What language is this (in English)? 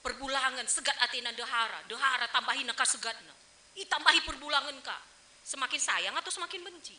Batak Karo